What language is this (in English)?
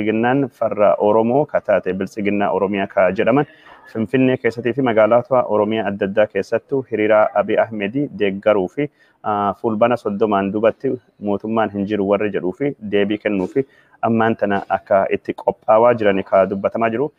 Oromo